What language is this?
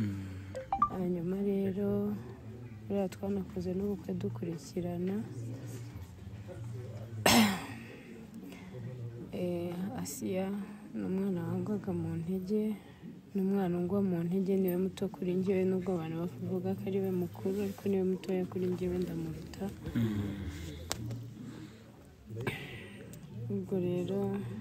Kinyarwanda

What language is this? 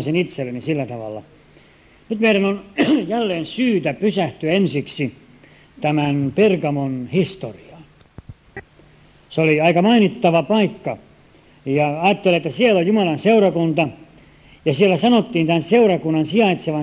Finnish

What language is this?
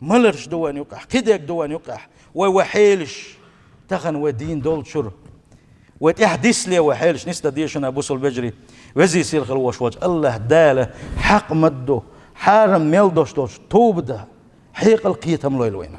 Chechen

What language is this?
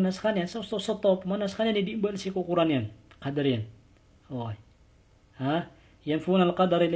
Maranao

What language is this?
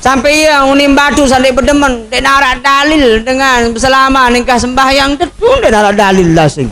Sasak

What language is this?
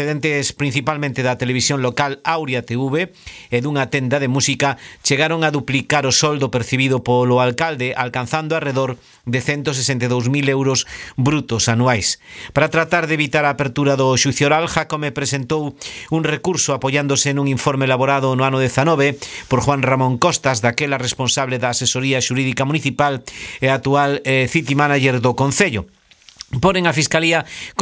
Galician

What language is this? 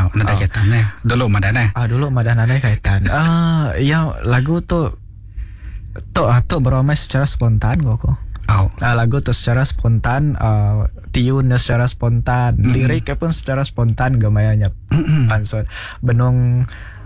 Malay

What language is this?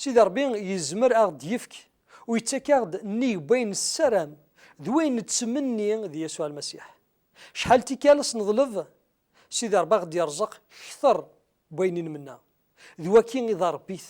Kabyle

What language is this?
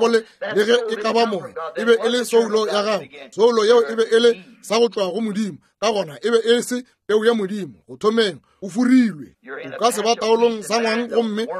Northern Sotho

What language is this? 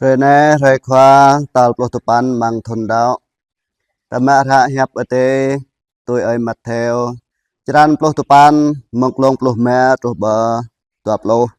Jarai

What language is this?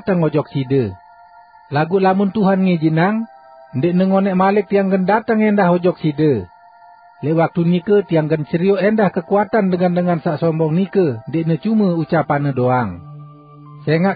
Sasak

